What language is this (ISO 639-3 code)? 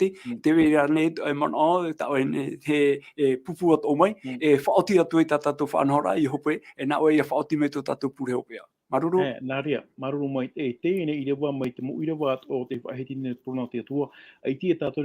tah